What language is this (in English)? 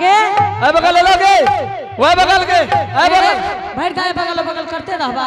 Angika